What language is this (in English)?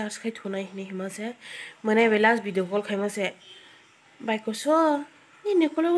Kok Borok